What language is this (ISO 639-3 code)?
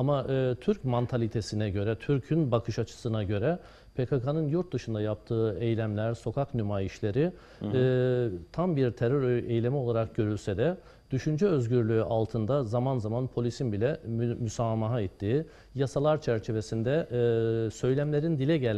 tur